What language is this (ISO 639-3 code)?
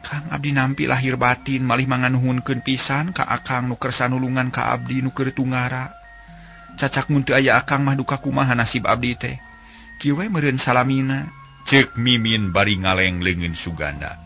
sun